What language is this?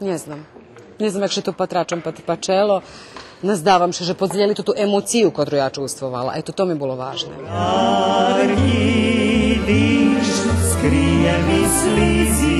Rusyn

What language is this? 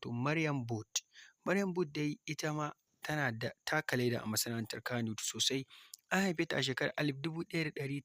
Hausa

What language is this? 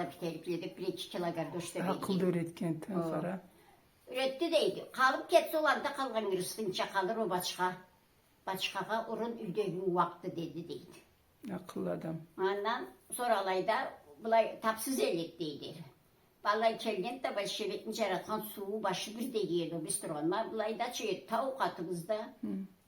Karachay-Balkar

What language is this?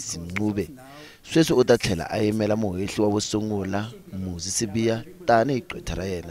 Tsonga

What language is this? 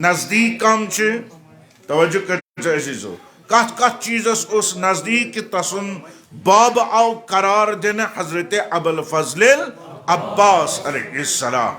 Kashmiri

